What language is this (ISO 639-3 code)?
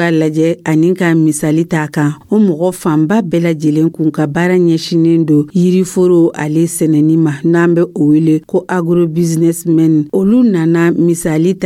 dyu